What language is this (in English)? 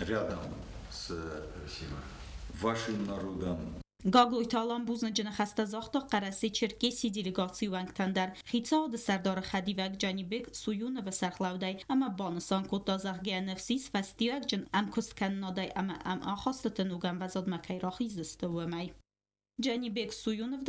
Ossetic